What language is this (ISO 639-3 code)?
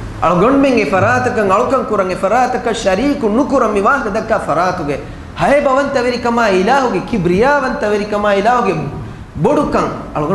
div